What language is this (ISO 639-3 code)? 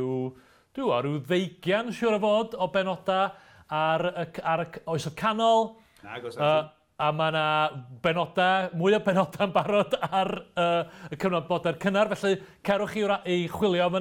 cym